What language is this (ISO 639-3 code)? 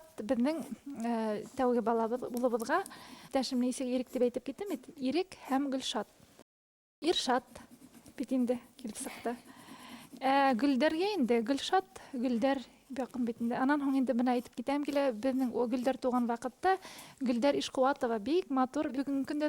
bak